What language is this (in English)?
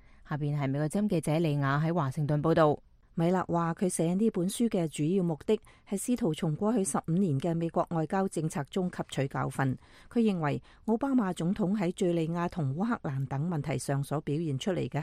Cantonese